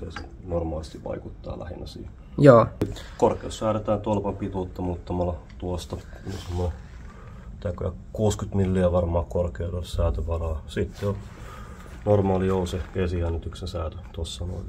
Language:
Finnish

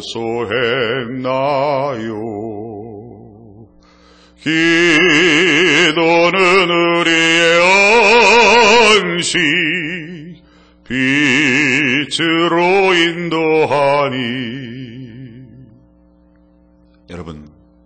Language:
Korean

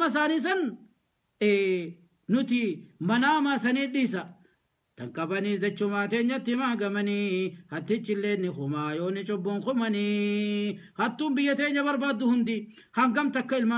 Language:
Oromo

